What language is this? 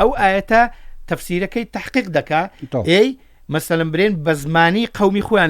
Central Kurdish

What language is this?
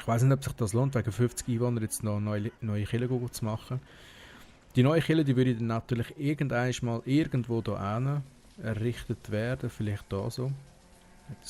Swiss German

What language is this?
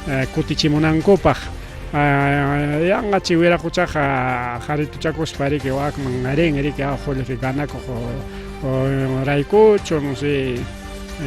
Ayacucho Quechua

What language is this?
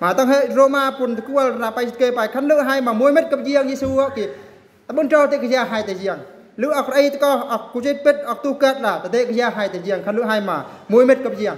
Eastern Bru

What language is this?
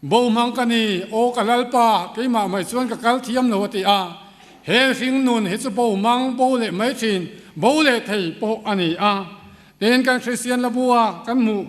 Mizo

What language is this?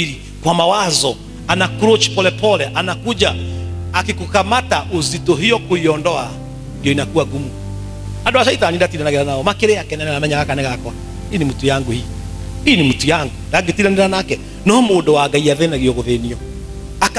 Swahili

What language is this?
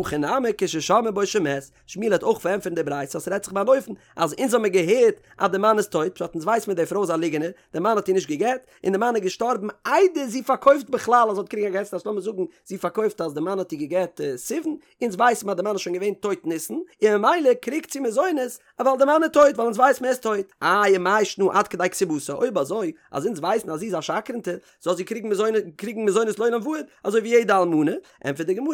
Yiddish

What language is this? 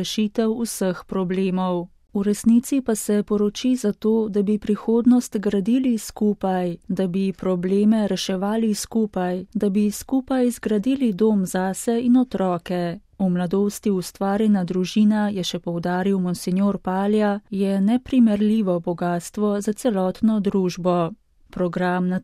Slovenian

